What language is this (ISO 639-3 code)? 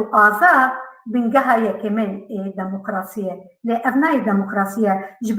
kur